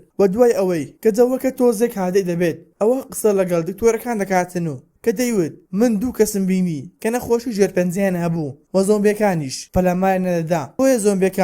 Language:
Central Kurdish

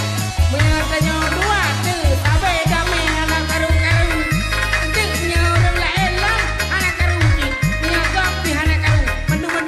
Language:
Achinese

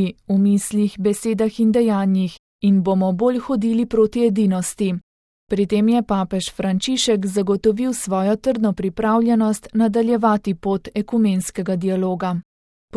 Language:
Slovenian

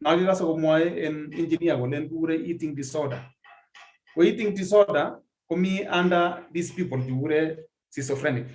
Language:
Kalenjin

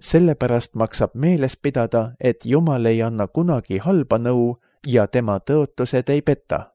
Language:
Estonian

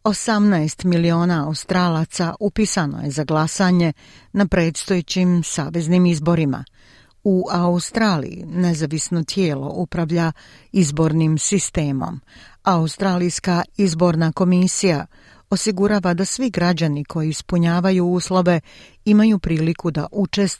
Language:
Croatian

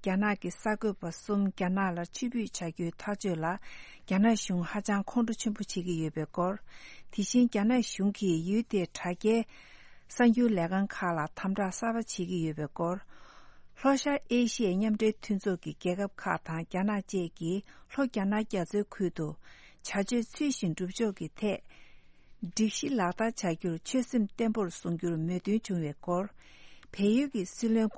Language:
Tibetan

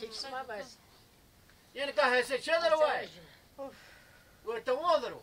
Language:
Zaza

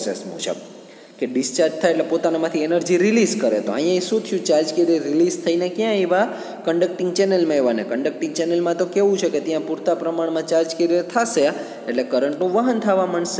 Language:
Gujarati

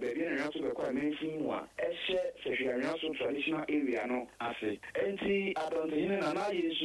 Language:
Akan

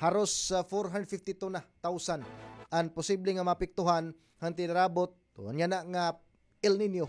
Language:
Waray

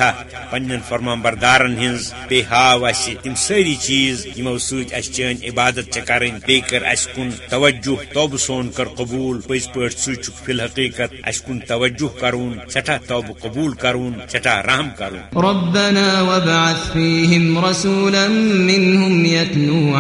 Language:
Kashmiri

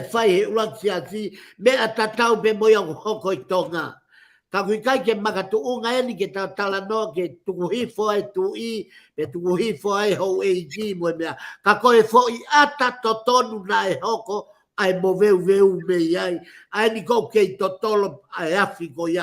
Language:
Tongan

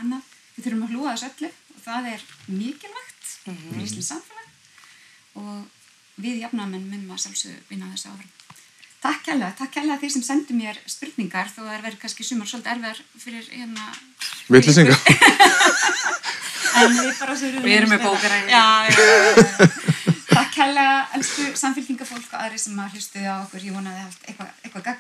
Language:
Icelandic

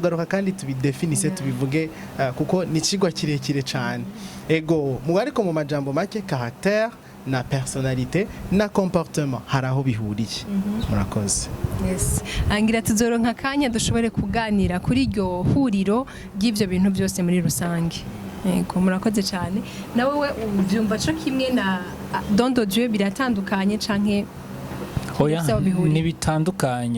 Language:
Rundi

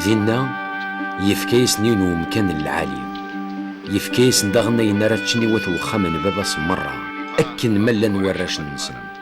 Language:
Kabyle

